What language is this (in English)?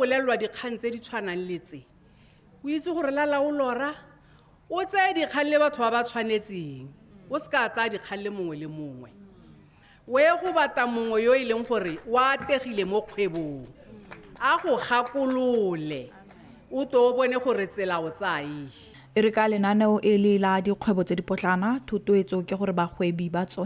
Tswana